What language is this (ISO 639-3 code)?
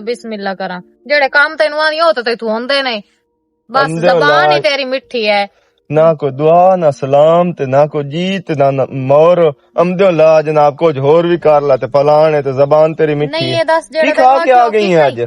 lah